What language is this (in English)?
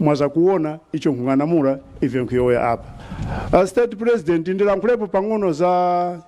Nyanja